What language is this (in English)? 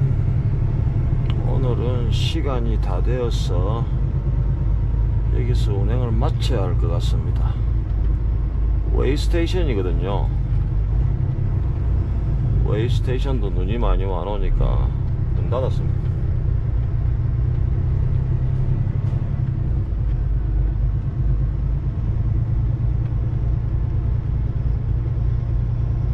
Korean